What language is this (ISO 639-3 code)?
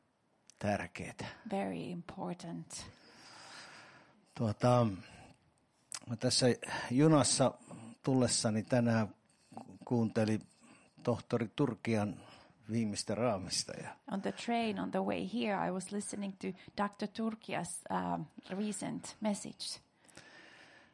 fin